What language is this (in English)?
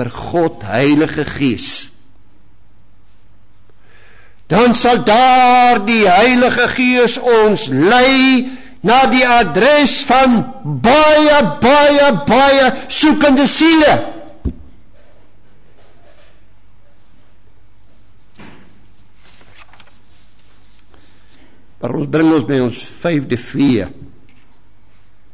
Afrikaans